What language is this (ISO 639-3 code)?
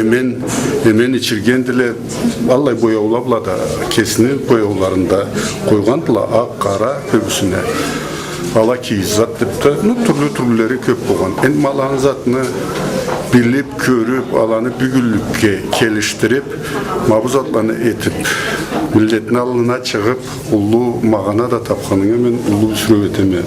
krc